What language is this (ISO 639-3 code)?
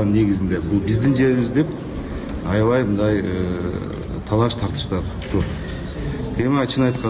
kir